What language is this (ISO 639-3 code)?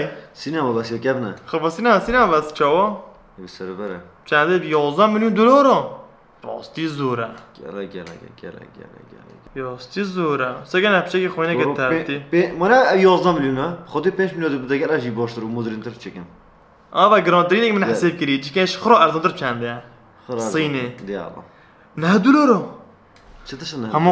kur